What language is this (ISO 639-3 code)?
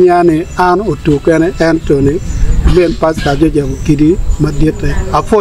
ach